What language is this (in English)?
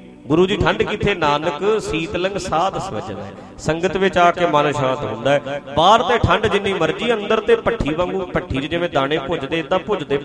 Punjabi